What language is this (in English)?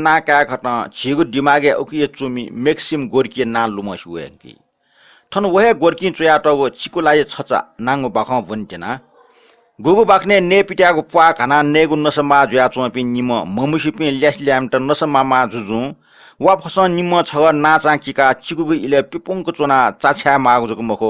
Newari